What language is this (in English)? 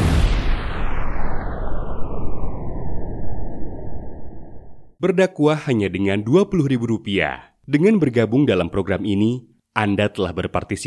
Indonesian